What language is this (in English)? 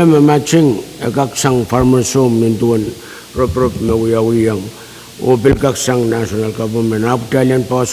Pohnpeian